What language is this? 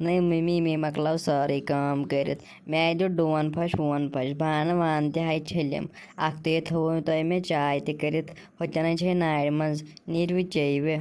Kashmiri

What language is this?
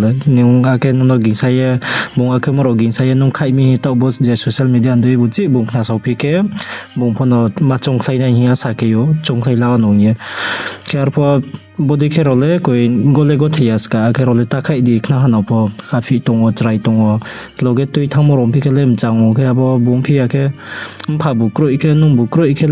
Riang (India)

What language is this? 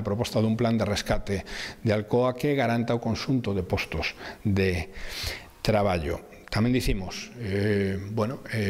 Galician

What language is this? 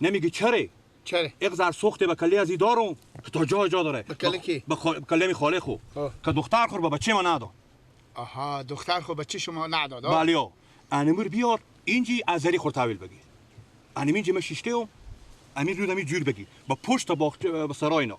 Persian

